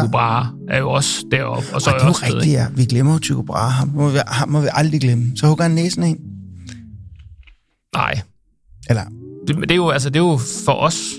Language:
Danish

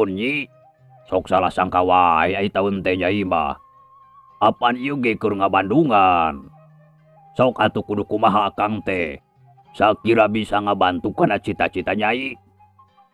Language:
Sundanese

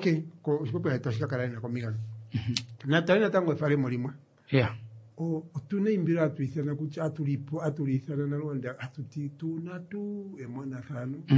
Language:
Kuanyama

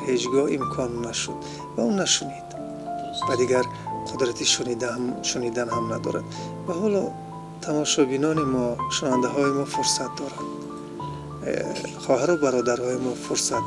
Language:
Tajik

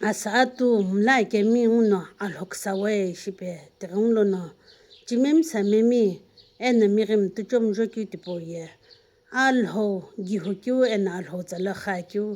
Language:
Sumi Naga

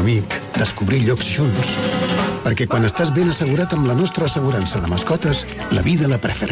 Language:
Catalan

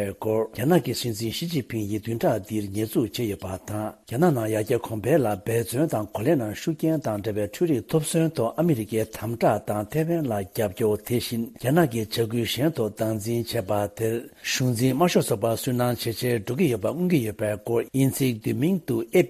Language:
Tibetan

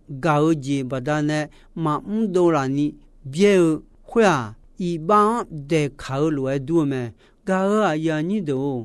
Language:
Akha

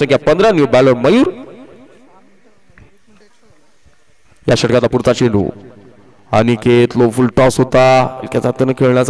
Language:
Marathi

